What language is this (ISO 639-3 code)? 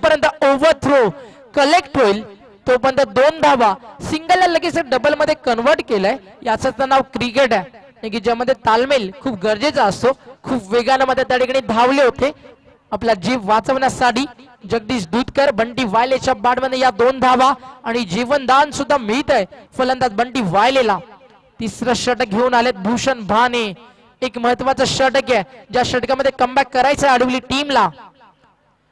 mar